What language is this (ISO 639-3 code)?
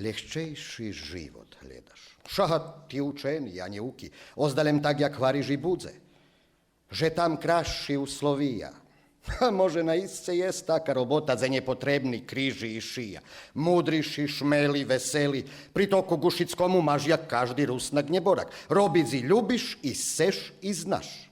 rue